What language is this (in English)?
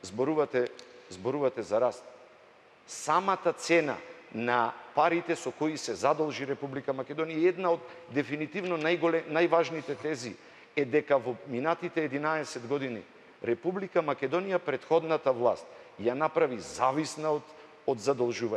Macedonian